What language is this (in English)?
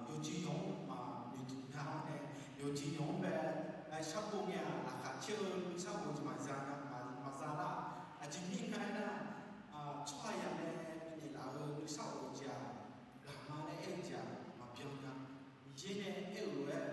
Akha